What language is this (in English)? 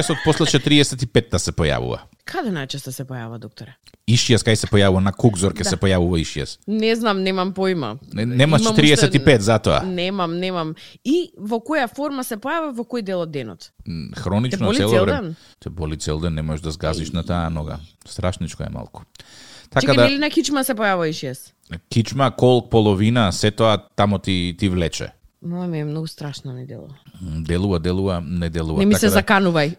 Macedonian